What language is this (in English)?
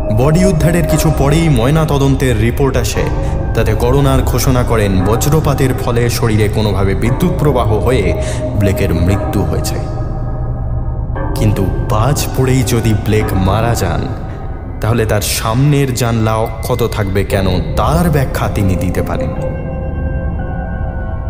Bangla